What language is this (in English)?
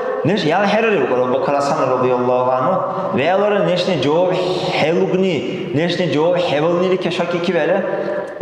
Dargwa